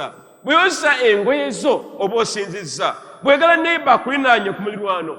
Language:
Ganda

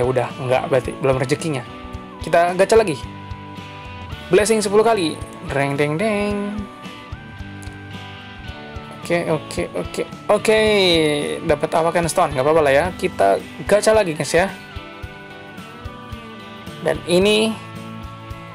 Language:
Indonesian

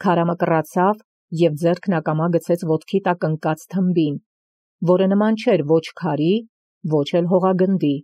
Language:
Armenian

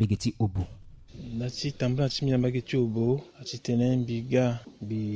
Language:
Sango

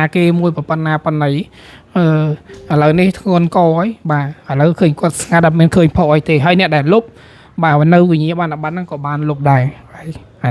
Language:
Khmer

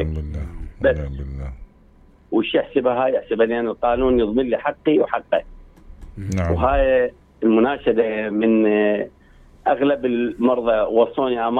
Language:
Mesopotamian Arabic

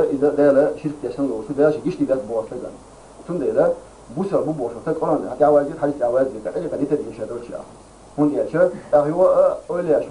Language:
Chechen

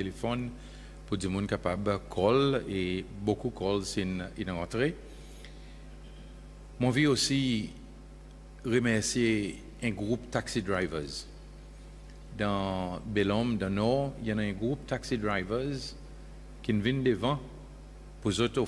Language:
French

